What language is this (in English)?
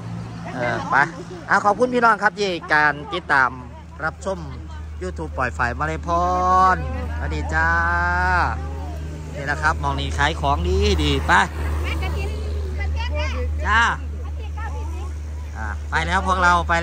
Thai